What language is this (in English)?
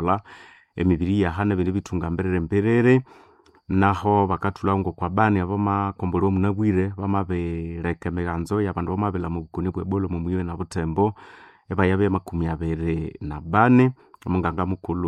Nande